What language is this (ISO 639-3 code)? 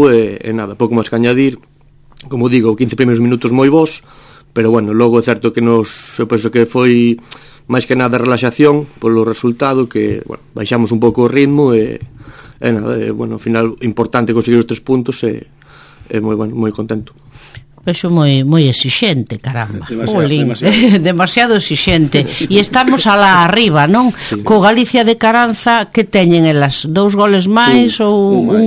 glg